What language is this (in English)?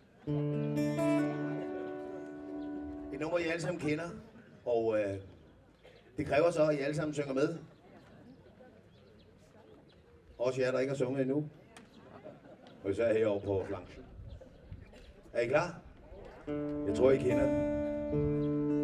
Danish